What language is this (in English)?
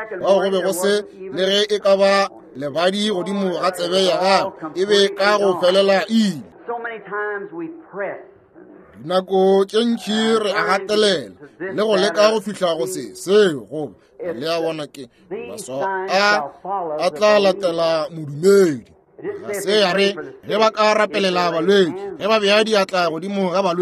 Northern Sotho